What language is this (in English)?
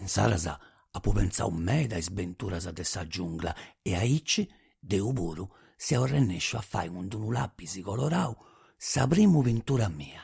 Sardinian